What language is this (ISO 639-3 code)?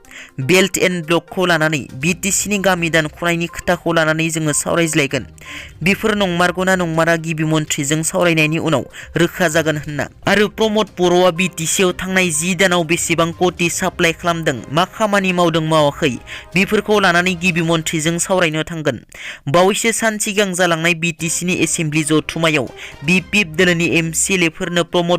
brx